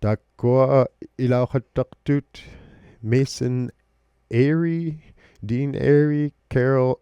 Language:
Inuktitut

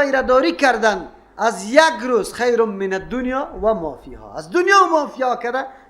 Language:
Persian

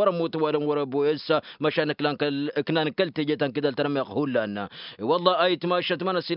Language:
Tamasheq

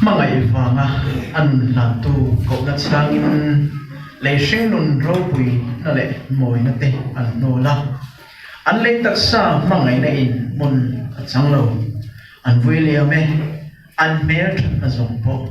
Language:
Mizo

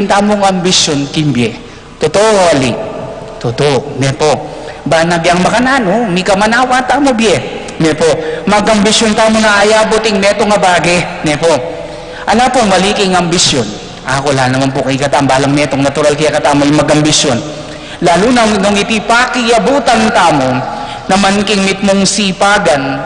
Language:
Pampanga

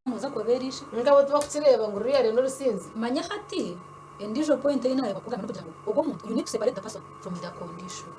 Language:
Nyankole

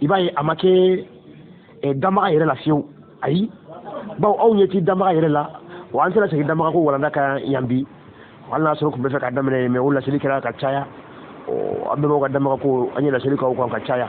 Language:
Bambara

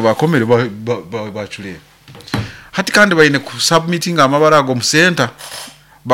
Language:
Nyoro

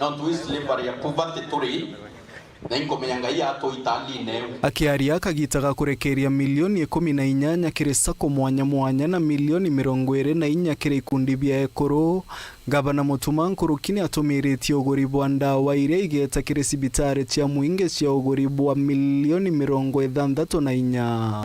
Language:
Meru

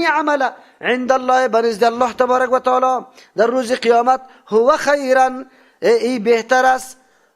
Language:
Persian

